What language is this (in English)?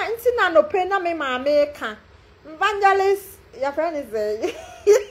Akan